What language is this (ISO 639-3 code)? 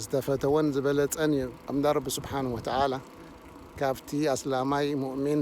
tir